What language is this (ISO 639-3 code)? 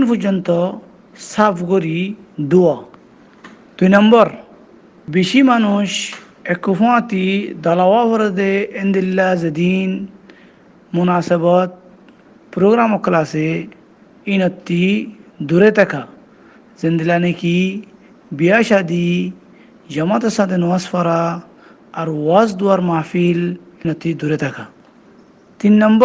rhg